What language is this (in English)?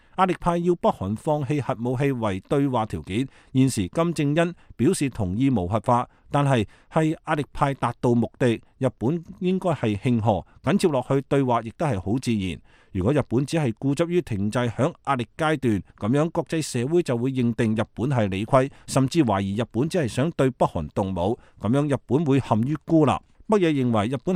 Cantonese